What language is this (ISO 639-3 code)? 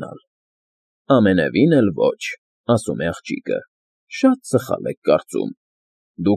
hye